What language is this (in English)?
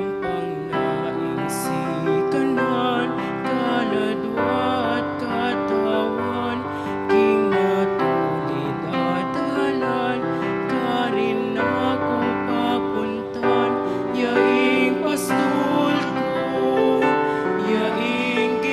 Pampanga